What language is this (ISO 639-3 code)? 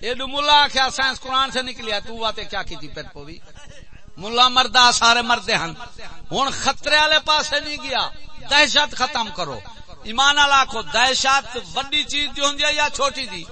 skr